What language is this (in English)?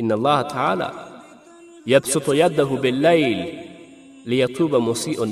Pashto